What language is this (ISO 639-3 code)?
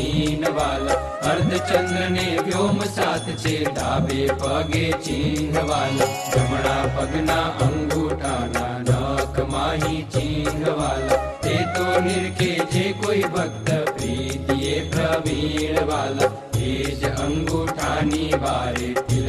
guj